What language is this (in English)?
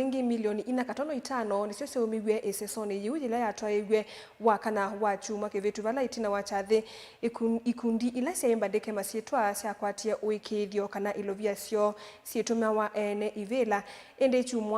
Kamba